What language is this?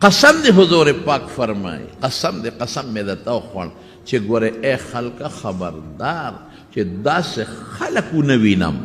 Pashto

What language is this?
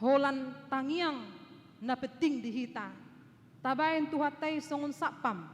Batak Toba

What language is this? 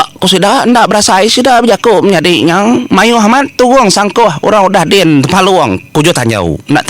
Iban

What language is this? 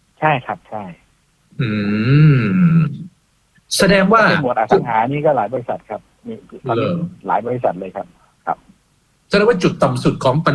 Thai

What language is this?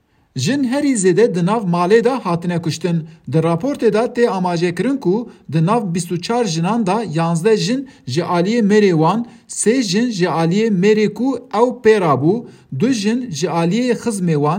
Kurdish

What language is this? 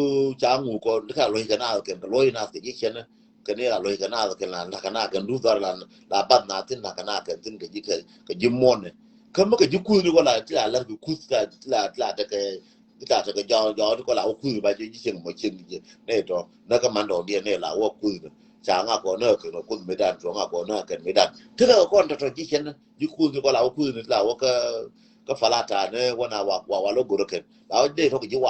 Nuer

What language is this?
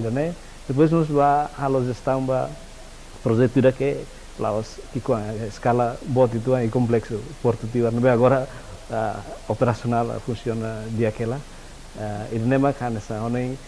Tetum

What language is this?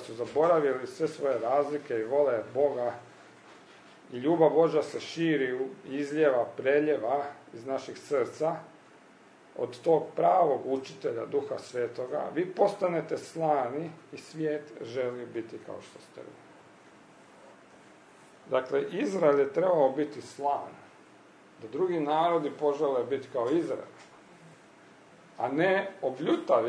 Croatian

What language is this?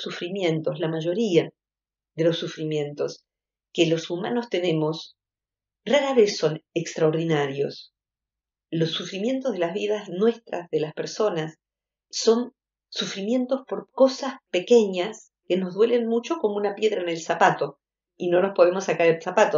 Spanish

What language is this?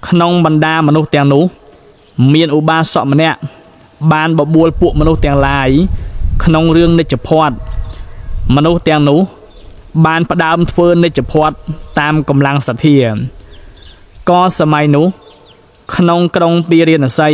Khmer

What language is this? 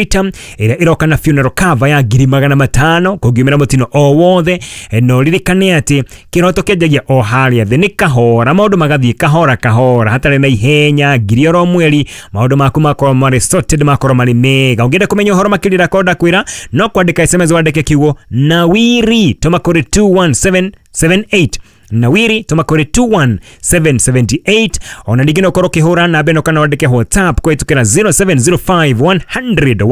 Kikuyu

